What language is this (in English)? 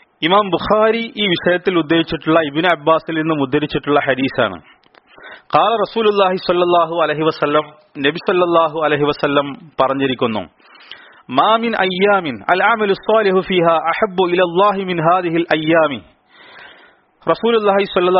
Malayalam